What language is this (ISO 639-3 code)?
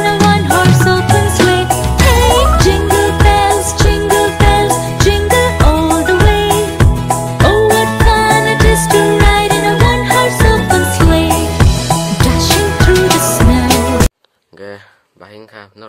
trp